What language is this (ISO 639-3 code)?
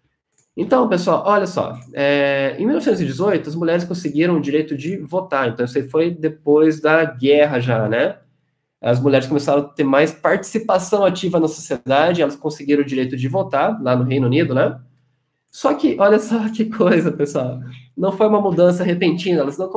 por